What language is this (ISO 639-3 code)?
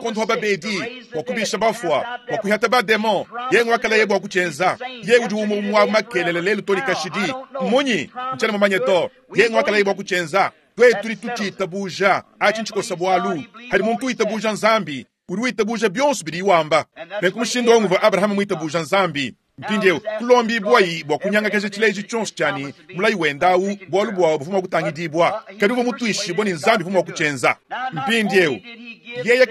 lua